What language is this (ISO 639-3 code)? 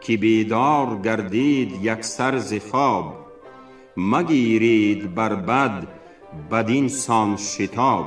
tgk